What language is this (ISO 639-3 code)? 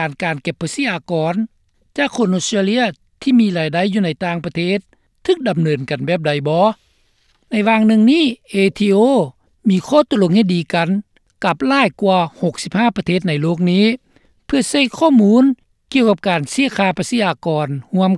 lao